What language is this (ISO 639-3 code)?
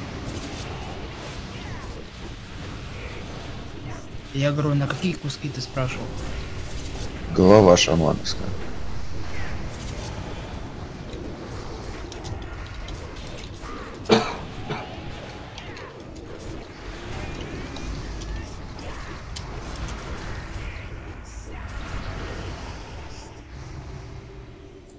rus